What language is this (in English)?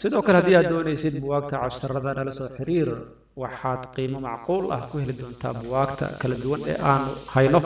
Somali